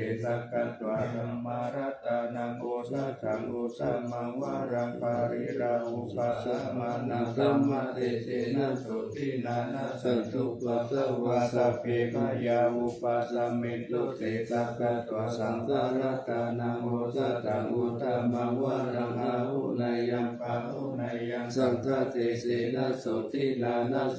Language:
Pali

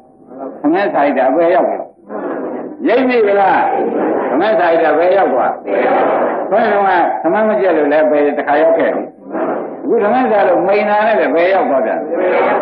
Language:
Burmese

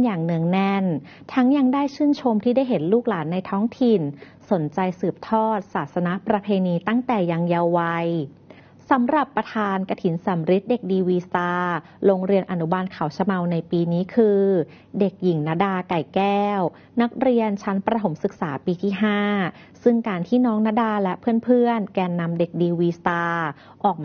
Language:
Thai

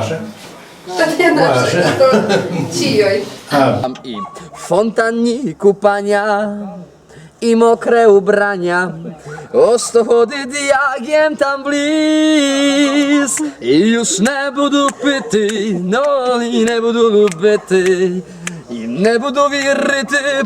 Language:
Rusyn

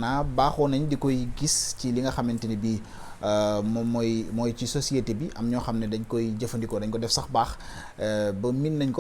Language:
Wolof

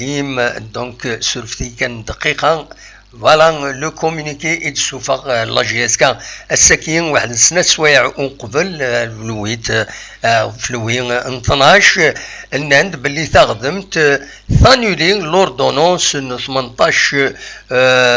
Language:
Kabyle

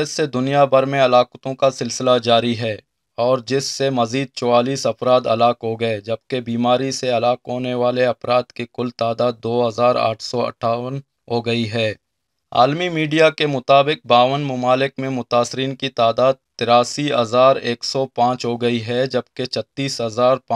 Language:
Urdu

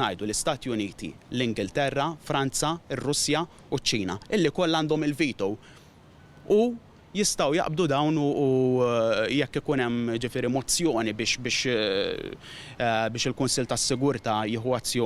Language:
Maltese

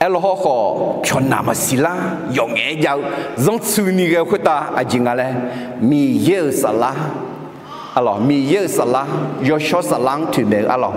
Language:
Akha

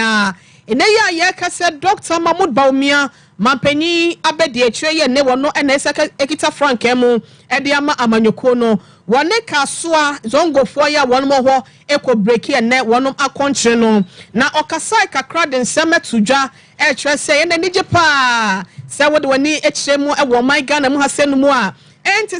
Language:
Akan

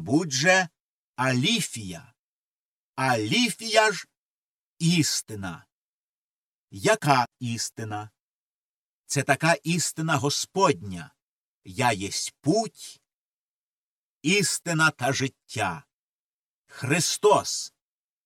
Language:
Ukrainian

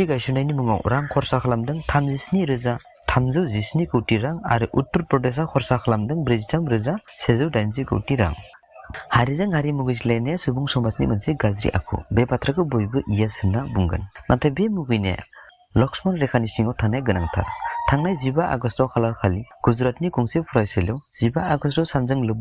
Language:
Bodo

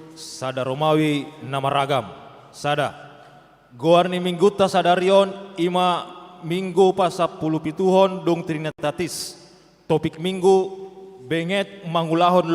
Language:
Batak Toba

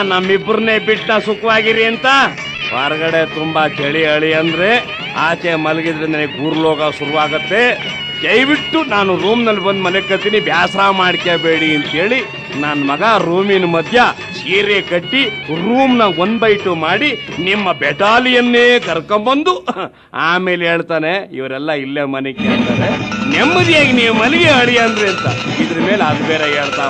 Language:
Kannada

